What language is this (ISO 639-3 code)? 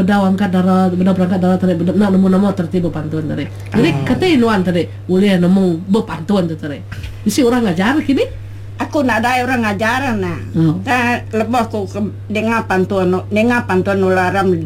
msa